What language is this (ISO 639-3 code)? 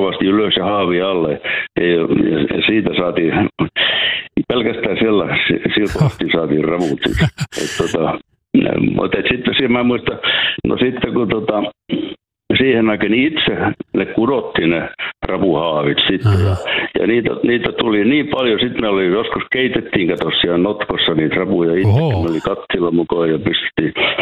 fin